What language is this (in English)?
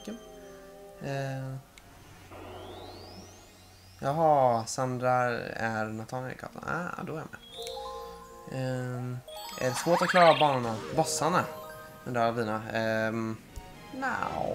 Swedish